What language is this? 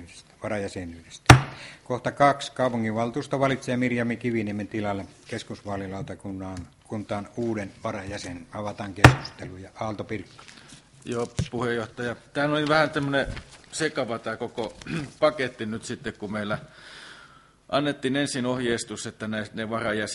Finnish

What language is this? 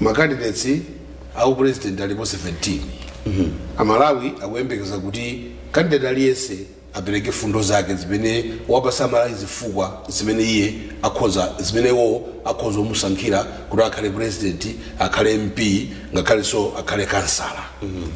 Nyanja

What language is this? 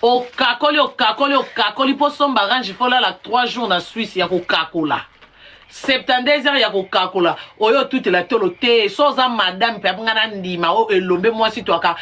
Lingala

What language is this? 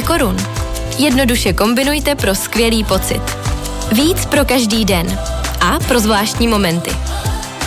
Czech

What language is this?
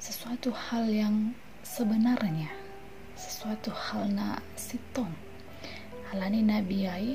Batak Simalungun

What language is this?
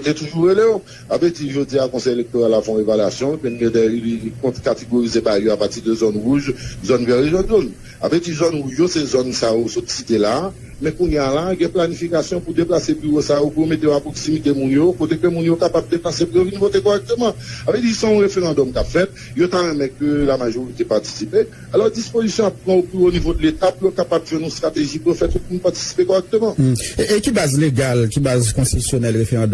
Haitian Creole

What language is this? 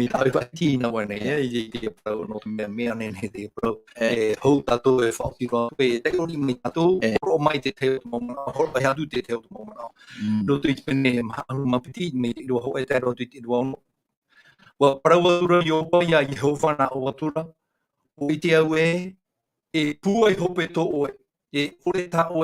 Tahitian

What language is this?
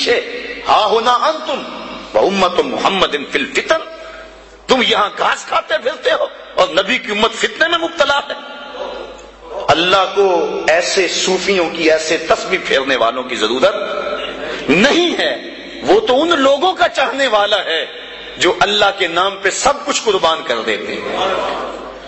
Urdu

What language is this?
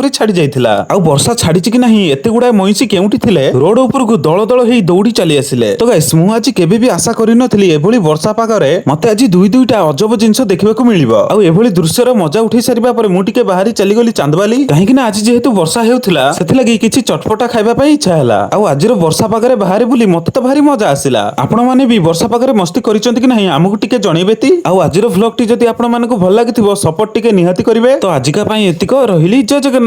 Odia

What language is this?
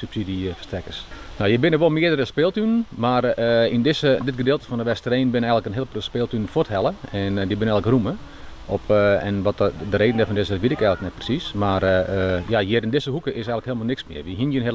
Western Frisian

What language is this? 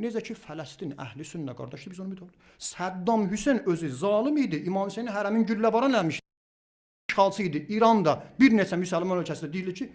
Azerbaijani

